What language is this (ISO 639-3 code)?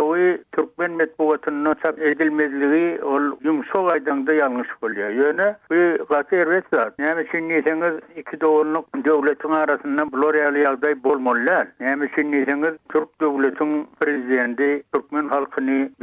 tuk